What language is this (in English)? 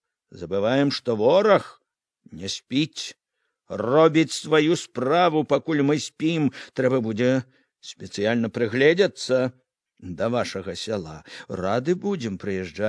Belarusian